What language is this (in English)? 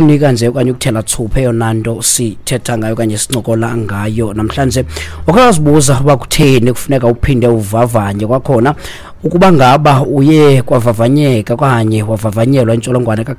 Xhosa